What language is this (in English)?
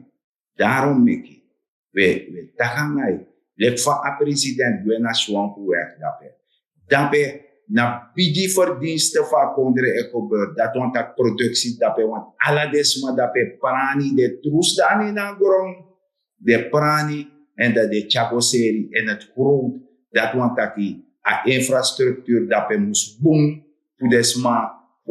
Sranan Tongo